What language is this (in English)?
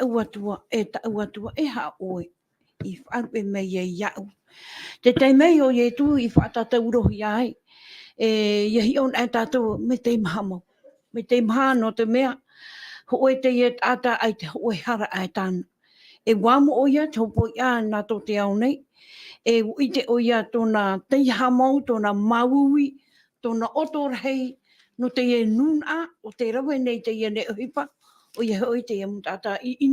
Tahitian